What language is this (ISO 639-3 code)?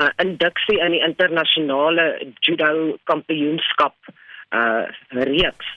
afr